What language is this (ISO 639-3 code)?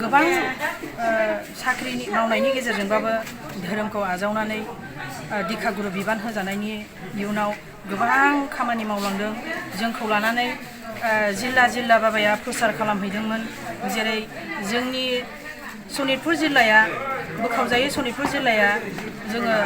brx